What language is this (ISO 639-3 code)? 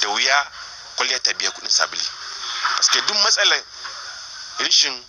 hau